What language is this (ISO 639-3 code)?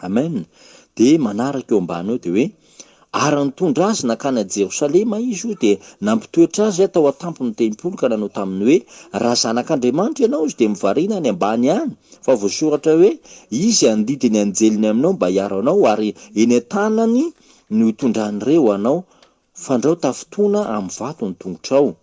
mlg